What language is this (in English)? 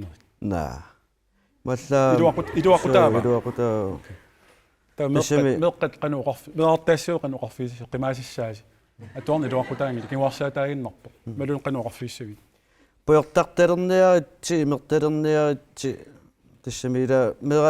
Kalaallisut